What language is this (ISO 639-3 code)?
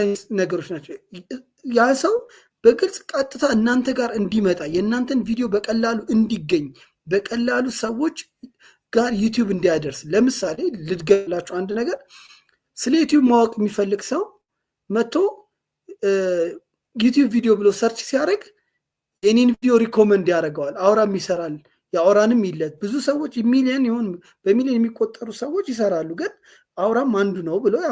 amh